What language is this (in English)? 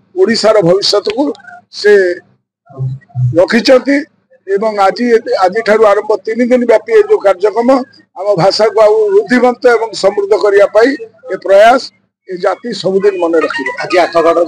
Odia